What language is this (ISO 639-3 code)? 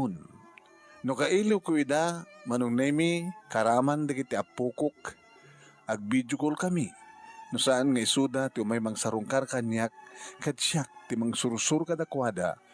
ilo